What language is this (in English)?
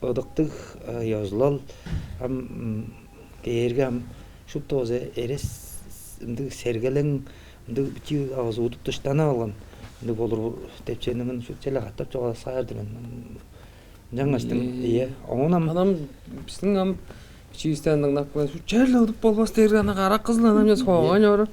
Tuvinian